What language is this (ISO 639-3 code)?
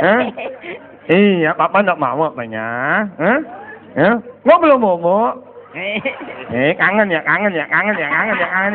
ban